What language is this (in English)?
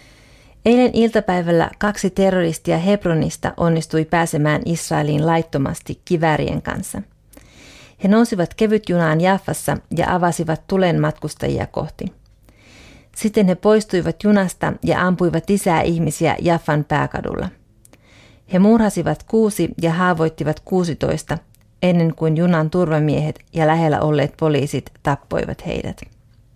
Finnish